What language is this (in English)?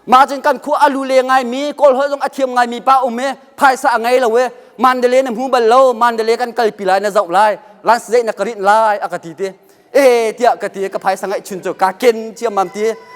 Hakha Chin